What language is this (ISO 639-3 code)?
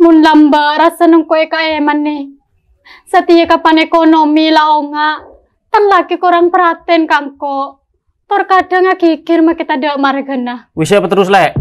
mad